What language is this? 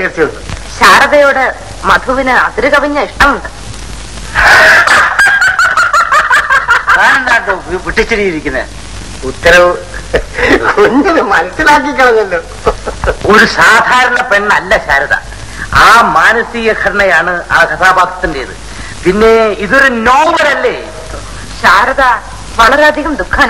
Malayalam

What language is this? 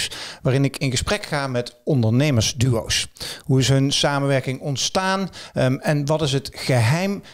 Dutch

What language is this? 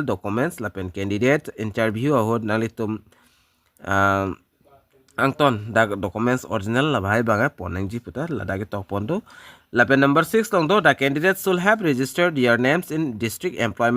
Karbi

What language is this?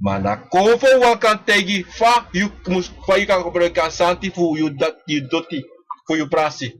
Sranan Tongo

